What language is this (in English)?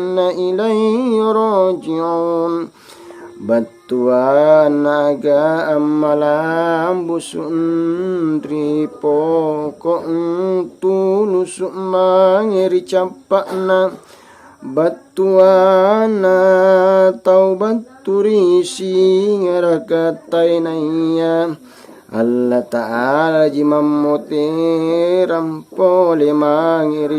Makasar